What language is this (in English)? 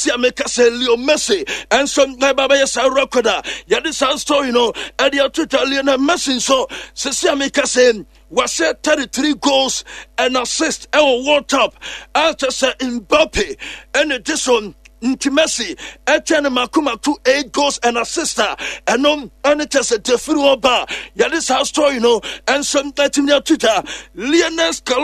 Akan